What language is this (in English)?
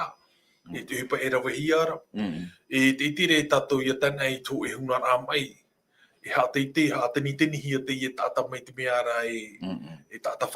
Tahitian